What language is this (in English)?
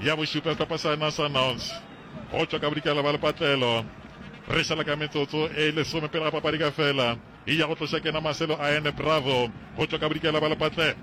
Northern Sotho